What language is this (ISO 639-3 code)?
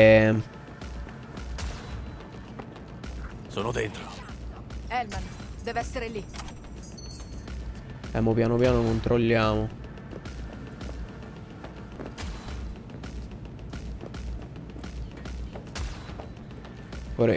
ita